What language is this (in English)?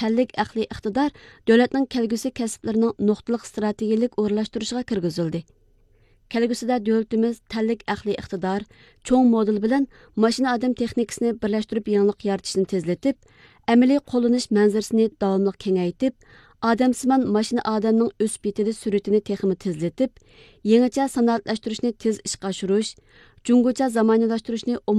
Uyghur